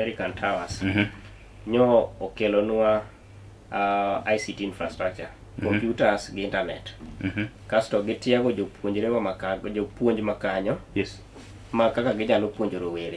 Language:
Luo (Kenya and Tanzania)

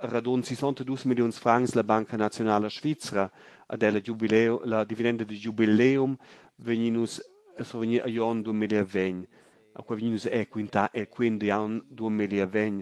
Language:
Romansh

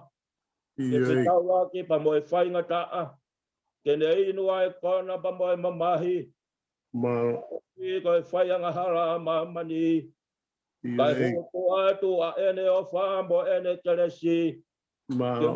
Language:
Tongan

